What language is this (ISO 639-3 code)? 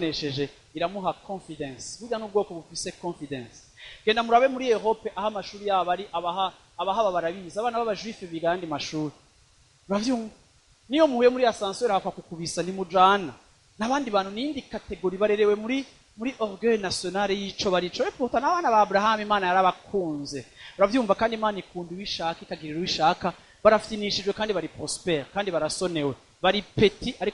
run